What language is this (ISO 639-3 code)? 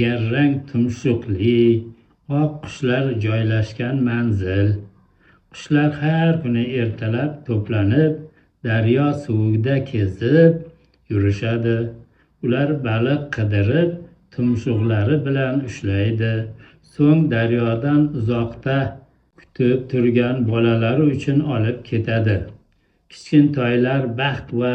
uzb